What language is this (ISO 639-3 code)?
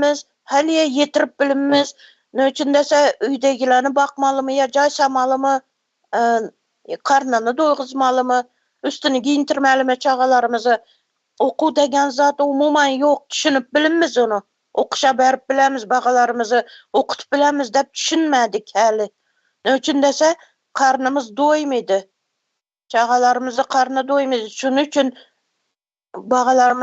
tuk